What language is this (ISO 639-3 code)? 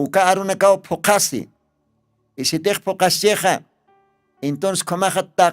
aym